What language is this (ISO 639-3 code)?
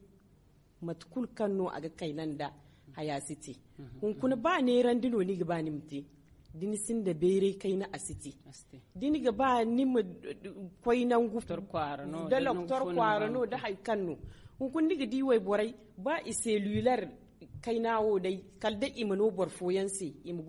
dje